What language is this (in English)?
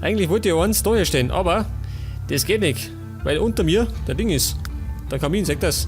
Bavarian